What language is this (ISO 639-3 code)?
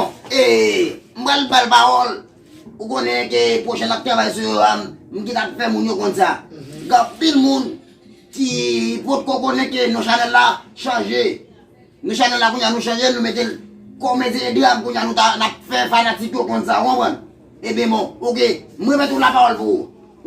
hat